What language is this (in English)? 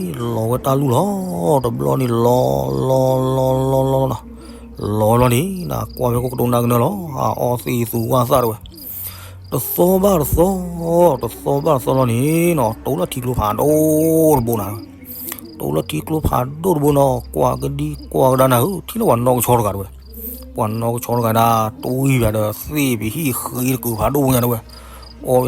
S'gaw Karen